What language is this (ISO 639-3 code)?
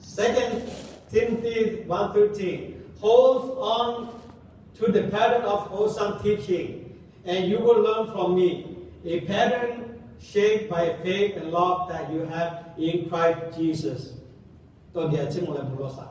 lhu